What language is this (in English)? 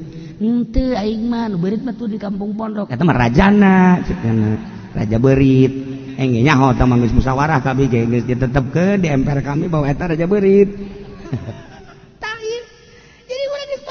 Sundanese